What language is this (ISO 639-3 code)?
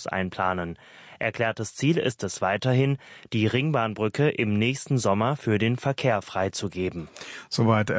deu